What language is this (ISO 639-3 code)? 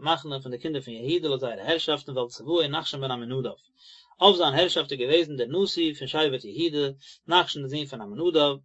yid